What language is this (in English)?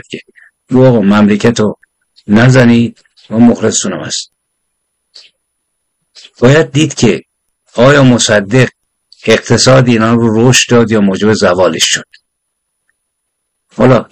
Persian